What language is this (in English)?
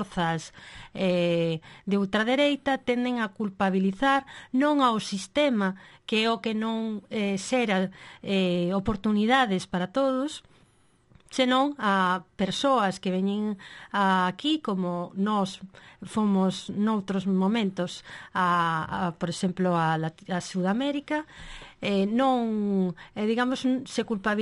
Galician